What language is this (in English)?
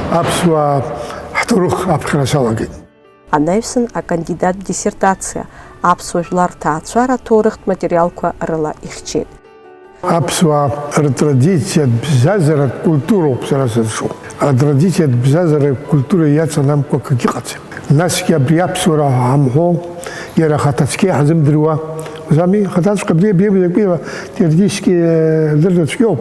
Abkhazian